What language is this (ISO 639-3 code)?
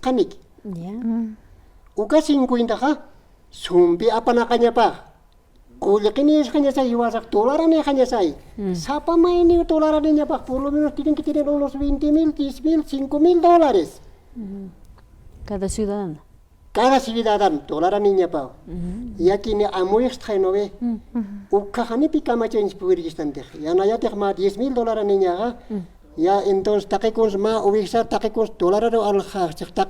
aym